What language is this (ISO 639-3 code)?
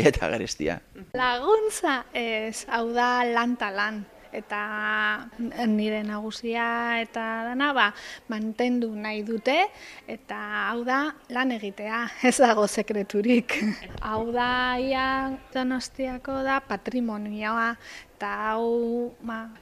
eus